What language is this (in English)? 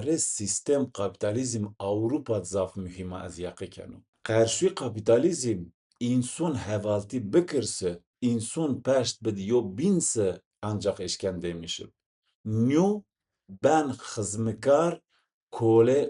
Zaza